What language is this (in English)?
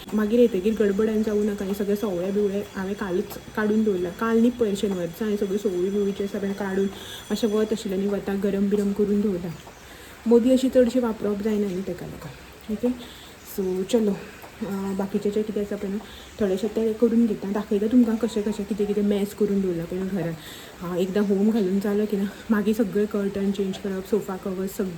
Konkani